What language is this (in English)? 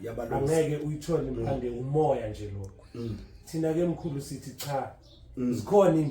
Zulu